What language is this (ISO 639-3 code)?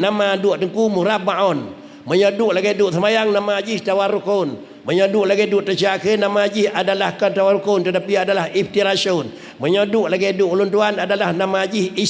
ace